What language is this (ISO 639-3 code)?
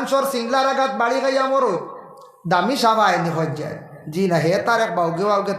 syl